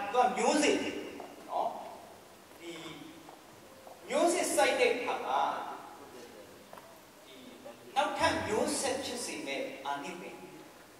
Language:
Burmese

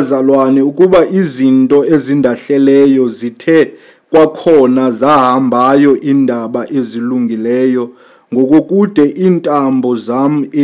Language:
Xhosa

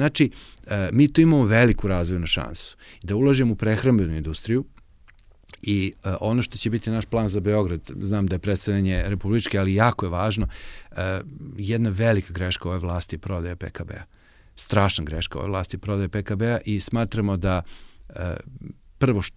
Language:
Serbian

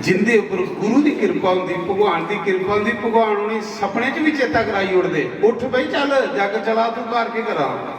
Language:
Dogri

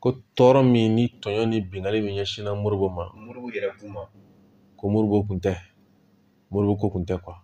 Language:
Bambara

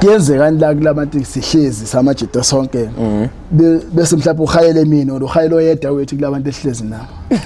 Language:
Zulu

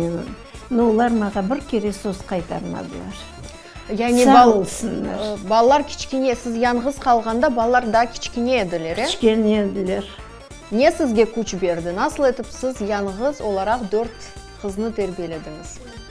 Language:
Crimean Tatar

